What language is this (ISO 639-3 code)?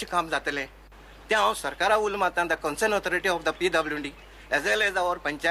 kok